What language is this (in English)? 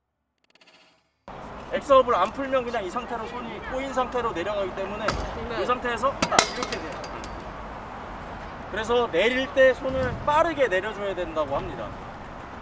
Korean